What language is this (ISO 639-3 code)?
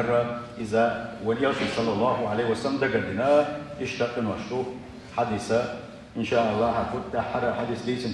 che